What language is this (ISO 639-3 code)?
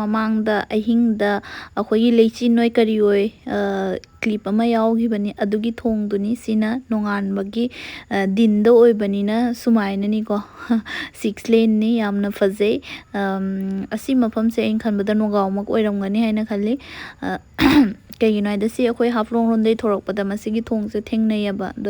mni